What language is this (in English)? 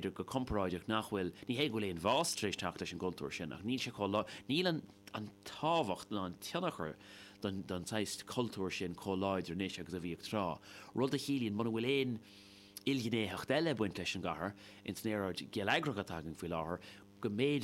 Irish